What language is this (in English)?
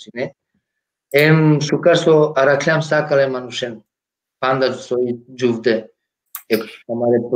Balkan Romani